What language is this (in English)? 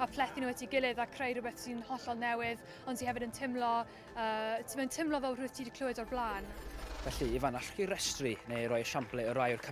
Welsh